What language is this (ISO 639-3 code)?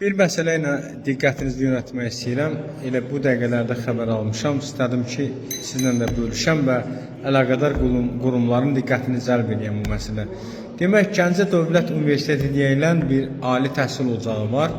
aze